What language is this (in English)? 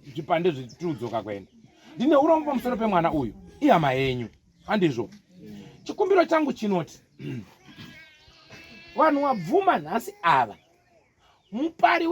Shona